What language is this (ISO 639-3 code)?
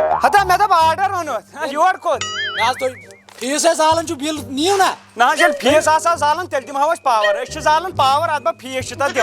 kas